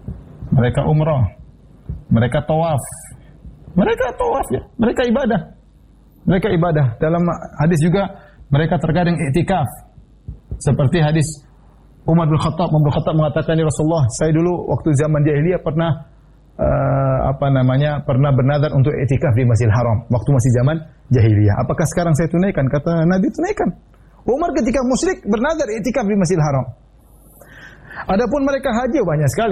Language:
Indonesian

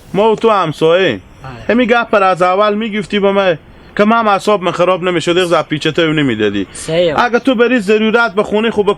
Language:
Hazaragi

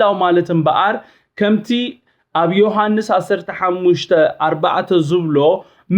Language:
Tigrinya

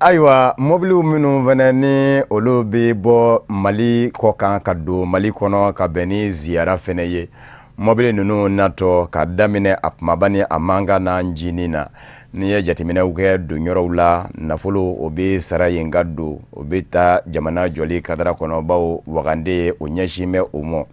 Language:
Bambara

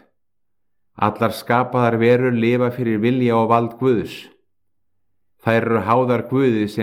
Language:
Icelandic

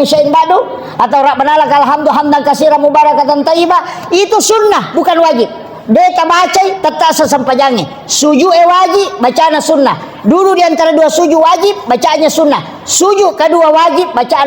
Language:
Buginese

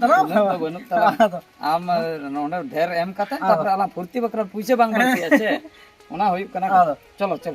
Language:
Santali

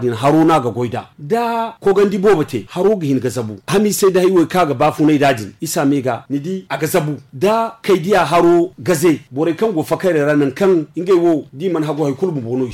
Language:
Zarma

